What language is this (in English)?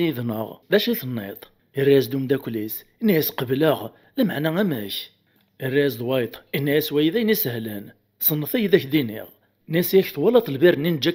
Kabyle